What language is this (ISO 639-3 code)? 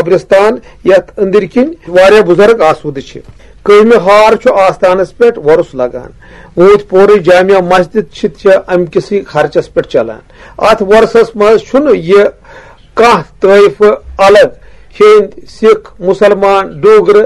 kas